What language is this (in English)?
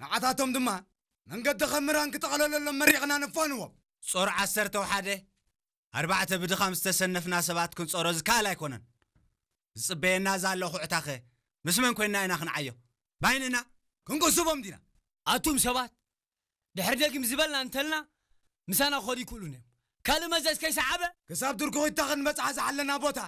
Tigrinya